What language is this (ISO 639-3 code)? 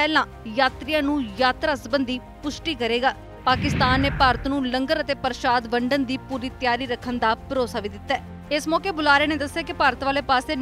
pan